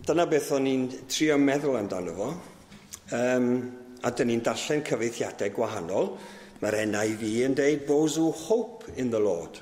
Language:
Welsh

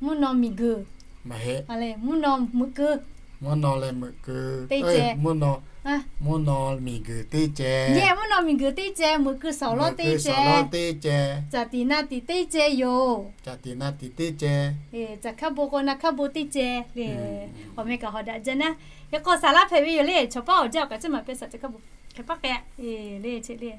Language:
Lahu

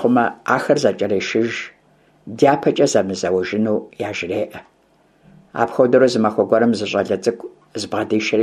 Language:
Kabardian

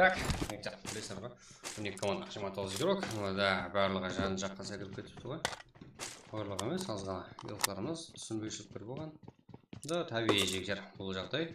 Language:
Kara-Kalpak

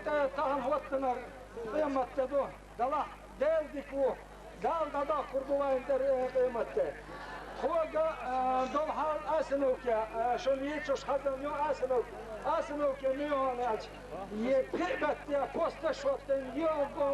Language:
Chechen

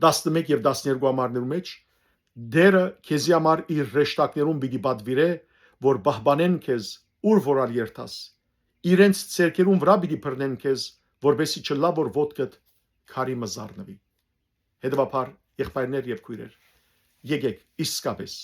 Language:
Western Armenian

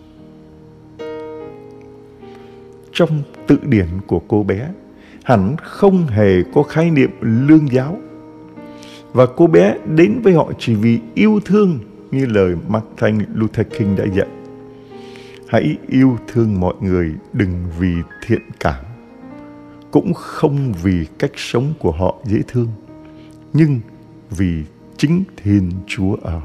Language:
Vietnamese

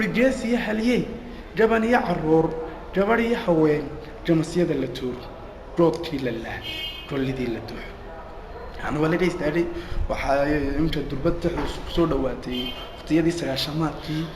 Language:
Somali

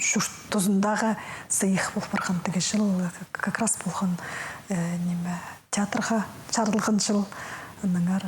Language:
Khakas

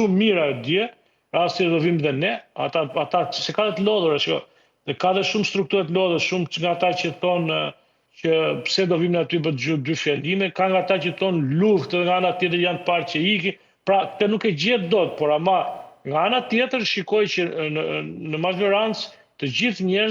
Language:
Albanian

